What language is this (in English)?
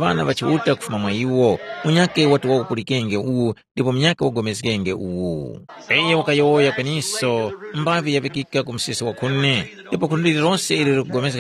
Tumbuka